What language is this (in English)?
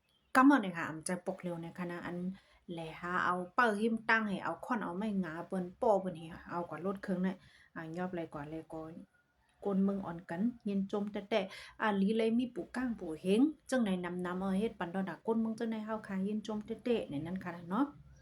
Shan